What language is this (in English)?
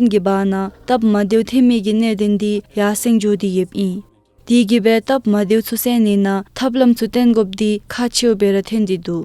Dzongkha